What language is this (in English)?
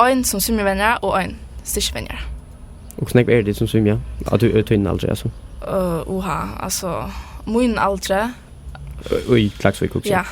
Faroese